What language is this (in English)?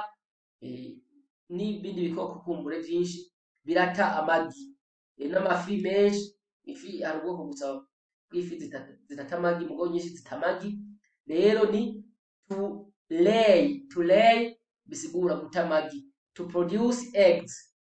Rundi